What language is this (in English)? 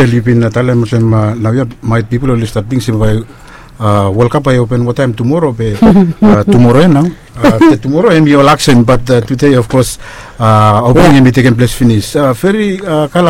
Bislama